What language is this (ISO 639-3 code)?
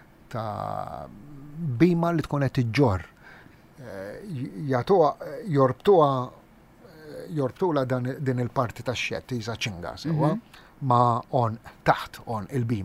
mlt